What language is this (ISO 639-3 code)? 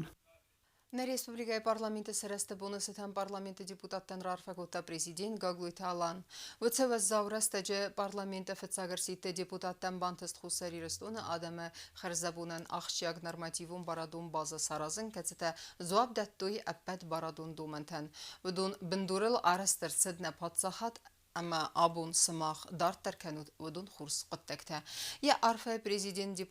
oss